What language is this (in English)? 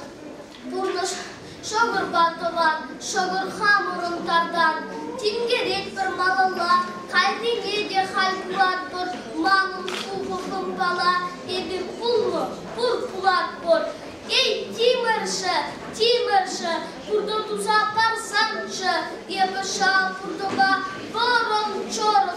Chuvash